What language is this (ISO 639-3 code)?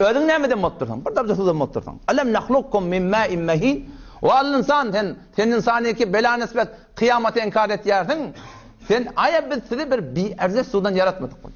tuk